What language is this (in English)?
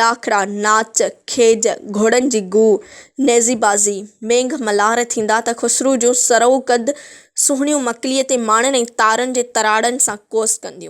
Sindhi